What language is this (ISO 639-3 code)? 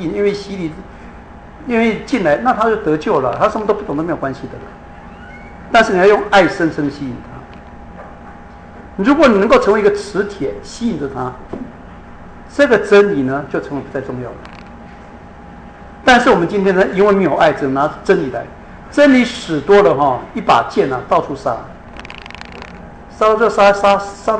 zho